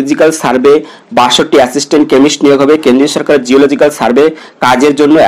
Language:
Bangla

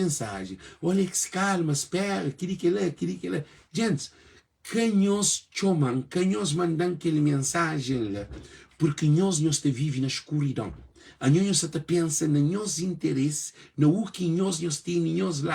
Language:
Kabuverdianu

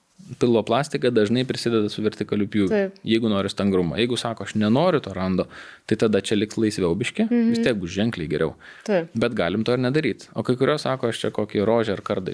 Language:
Lithuanian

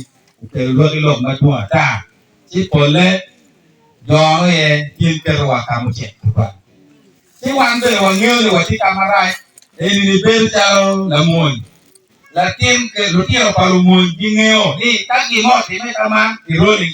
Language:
Acoli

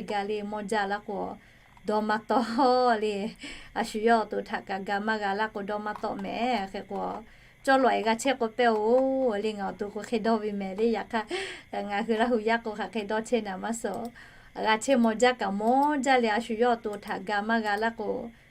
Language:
Lahu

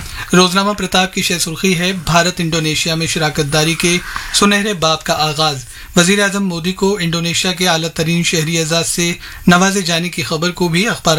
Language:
Urdu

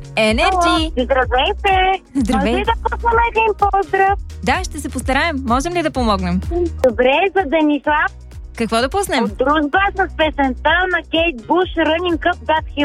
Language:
Bulgarian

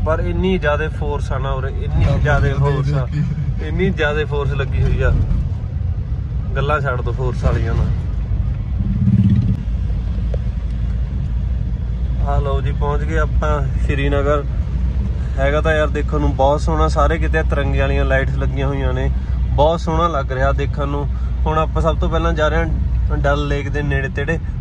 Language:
Punjabi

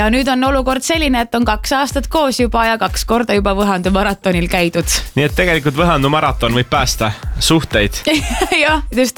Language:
Estonian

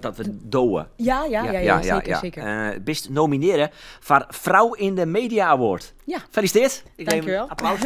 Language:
Western Frisian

